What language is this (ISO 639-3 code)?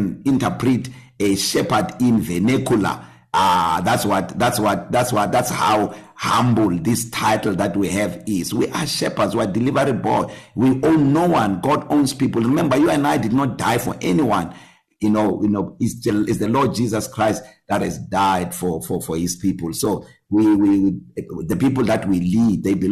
eng